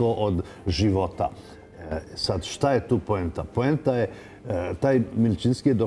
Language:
Serbian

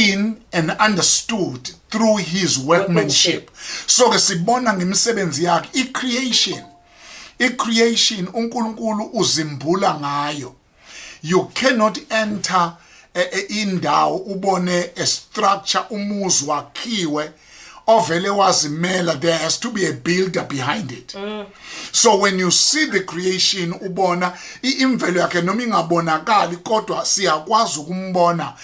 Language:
Zulu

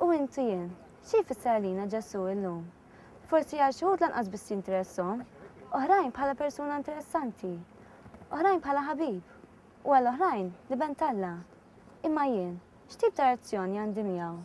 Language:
Maltese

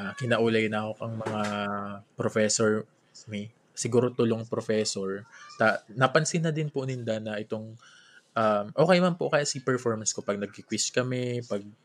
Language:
Bikol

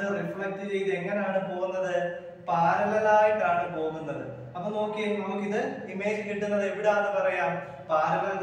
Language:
Malayalam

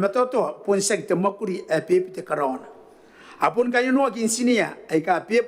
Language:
Gilbertese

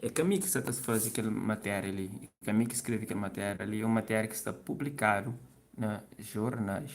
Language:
Kabuverdianu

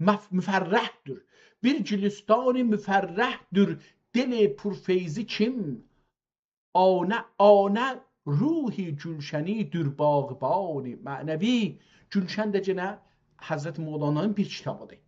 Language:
South Azerbaijani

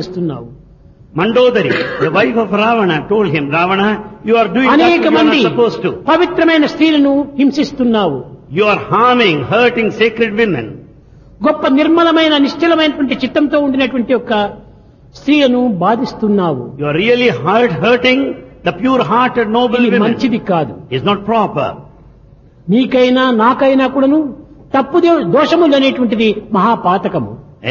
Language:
Telugu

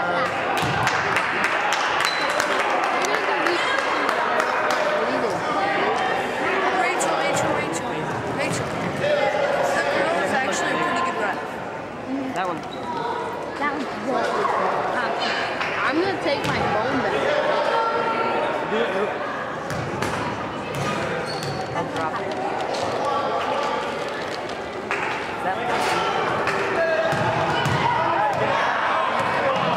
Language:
English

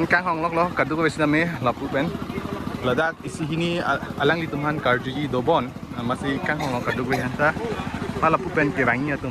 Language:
Karbi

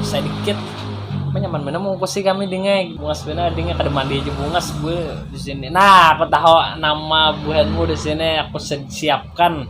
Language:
Banjar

